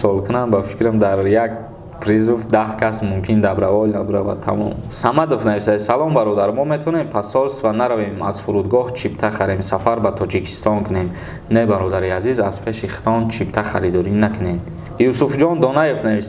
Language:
Tajik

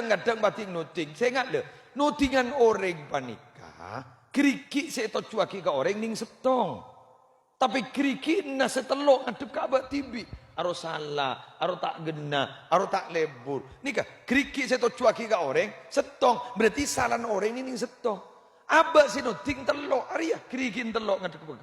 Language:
Madurese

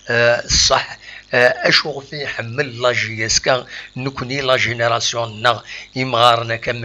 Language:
Kabyle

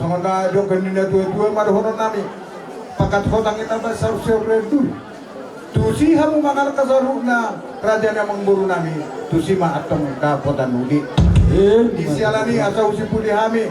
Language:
Batak Toba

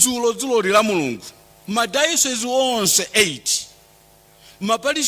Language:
Nyanja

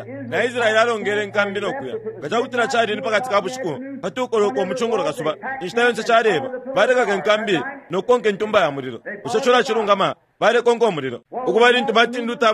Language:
Bemba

